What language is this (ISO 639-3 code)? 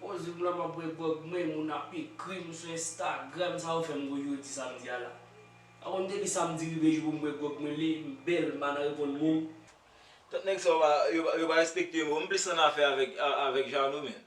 hat